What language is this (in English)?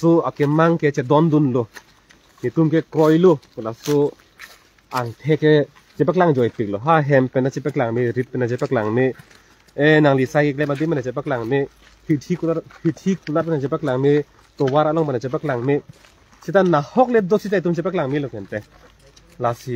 Karbi